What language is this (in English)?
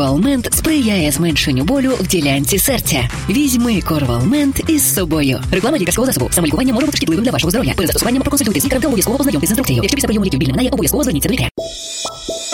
Ukrainian